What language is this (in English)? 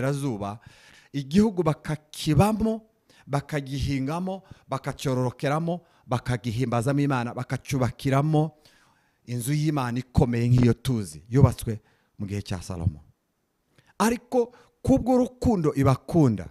Kinyarwanda